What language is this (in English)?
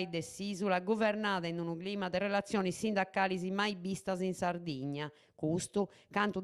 Sardinian